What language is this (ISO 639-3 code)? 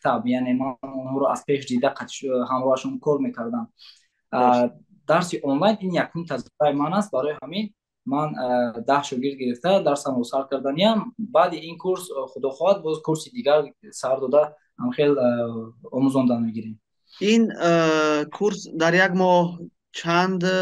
tgk